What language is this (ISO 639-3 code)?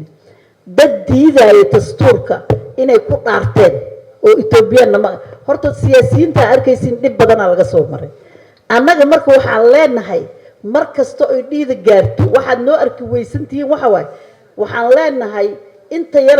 som